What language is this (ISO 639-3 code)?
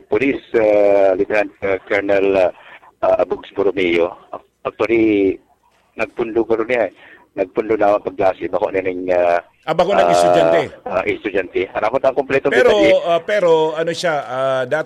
bik